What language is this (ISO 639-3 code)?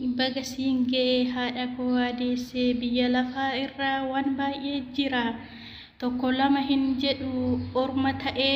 orm